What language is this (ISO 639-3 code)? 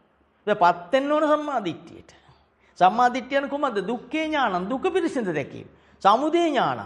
sin